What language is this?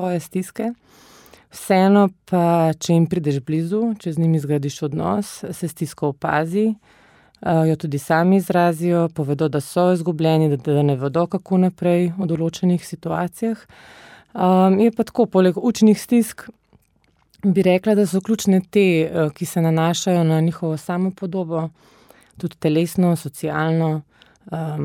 Slovenian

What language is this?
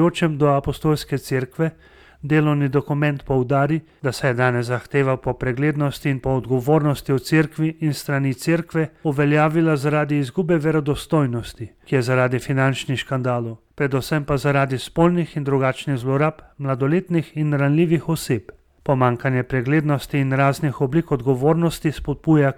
Slovenian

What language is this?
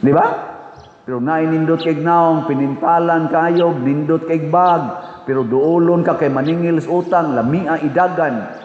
Cebuano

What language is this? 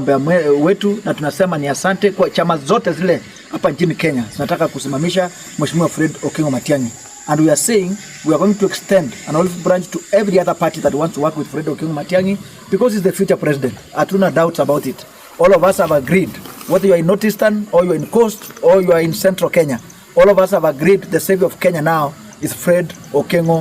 Gusii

